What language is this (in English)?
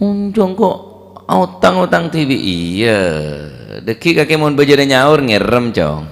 Madurese